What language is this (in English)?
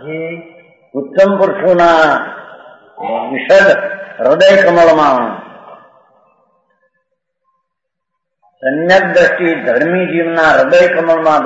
Gujarati